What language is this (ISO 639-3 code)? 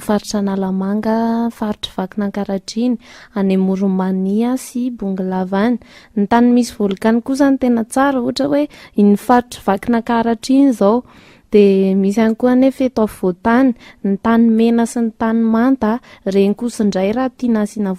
mlg